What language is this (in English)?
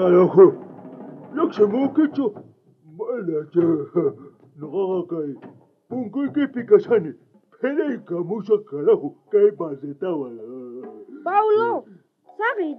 South Bolivian Quechua